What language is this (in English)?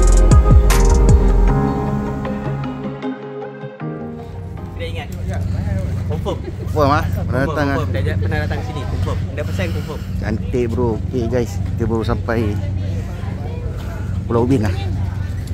Malay